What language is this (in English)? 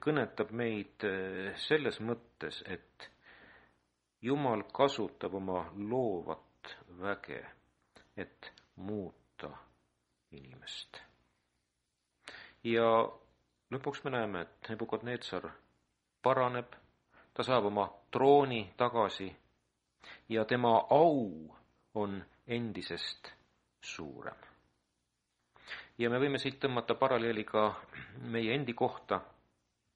Estonian